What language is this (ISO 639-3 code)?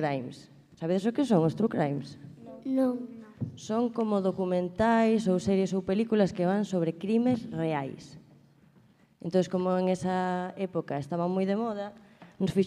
glg